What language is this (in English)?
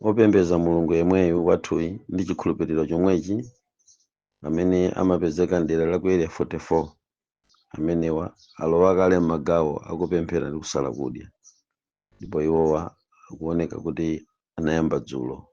Nyanja